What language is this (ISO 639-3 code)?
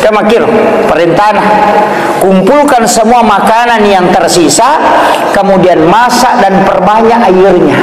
bug